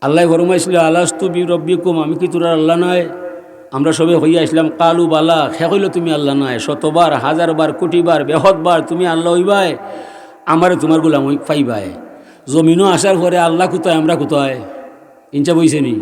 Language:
Sylheti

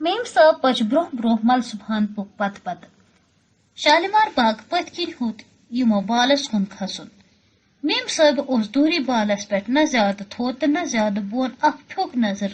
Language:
Kashmiri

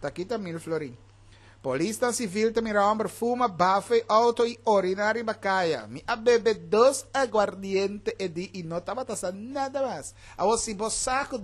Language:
Papiamento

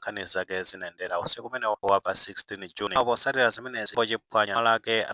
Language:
Nyanja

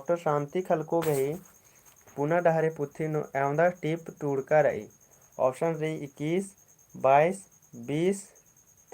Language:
Kurukh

